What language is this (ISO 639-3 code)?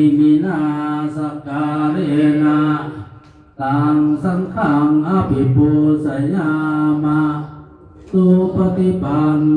pli